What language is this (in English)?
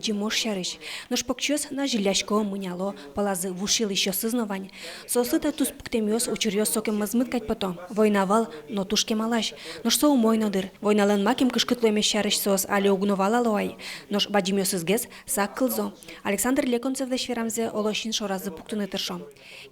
Udmurt